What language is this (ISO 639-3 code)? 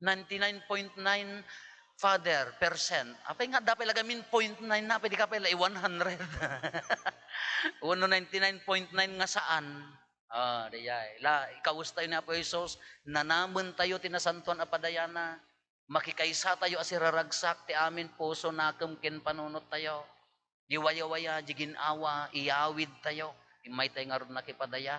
ilo